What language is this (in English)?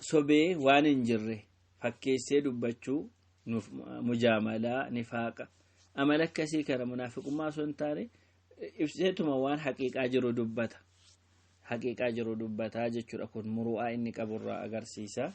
Oromo